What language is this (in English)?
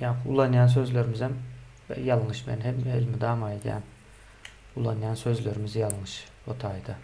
Turkmen